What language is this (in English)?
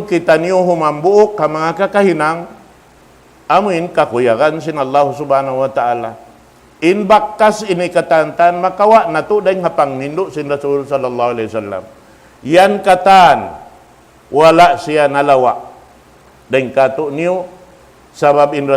Tausug